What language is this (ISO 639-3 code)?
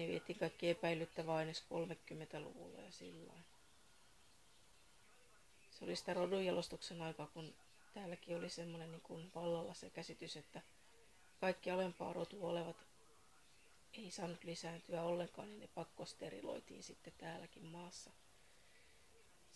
fin